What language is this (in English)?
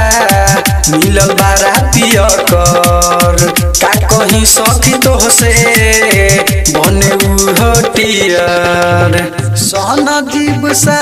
Bhojpuri